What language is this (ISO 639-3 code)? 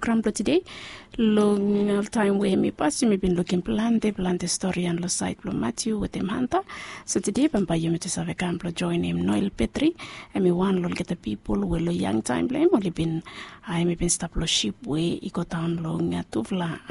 bis